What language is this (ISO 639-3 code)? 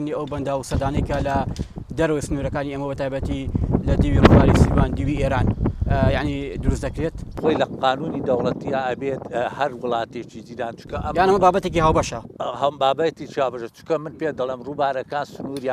ckb